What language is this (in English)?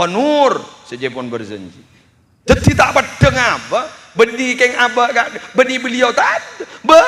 Madurese